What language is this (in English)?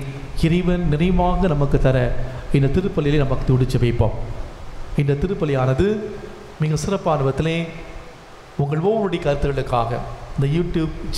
Tamil